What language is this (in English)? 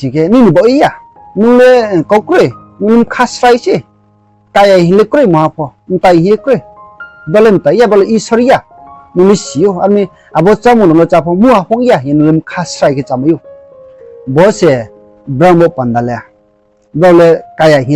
Riang (India)